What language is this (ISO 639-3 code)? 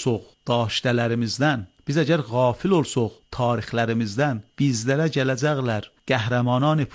aze